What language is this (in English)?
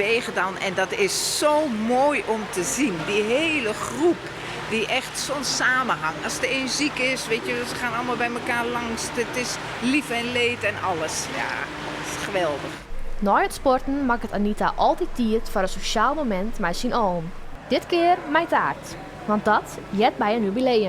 Western Frisian